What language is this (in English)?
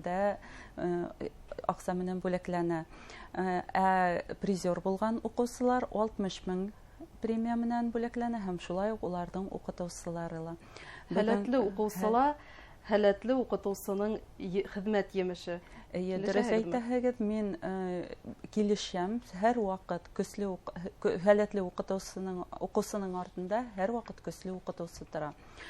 Bashkir